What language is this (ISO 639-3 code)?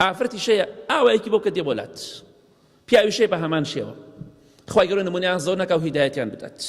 ckb